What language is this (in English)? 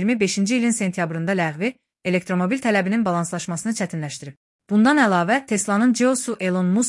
Azerbaijani